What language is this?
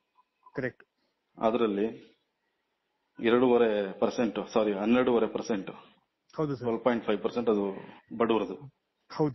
Kannada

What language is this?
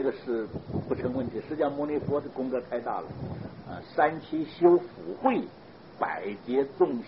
Chinese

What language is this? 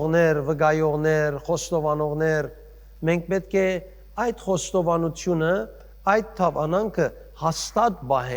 Western Armenian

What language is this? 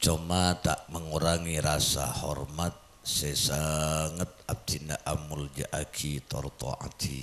Madurese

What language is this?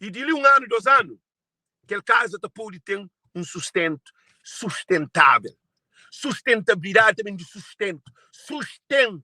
Kabuverdianu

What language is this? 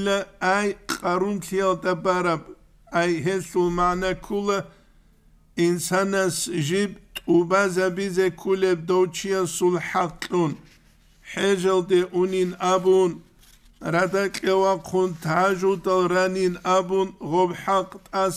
Avaric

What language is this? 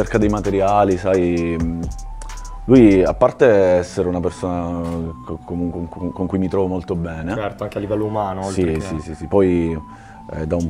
Italian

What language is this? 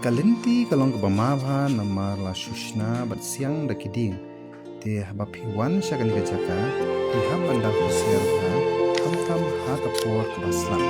Khasi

